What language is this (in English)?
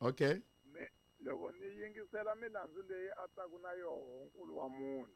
Tsonga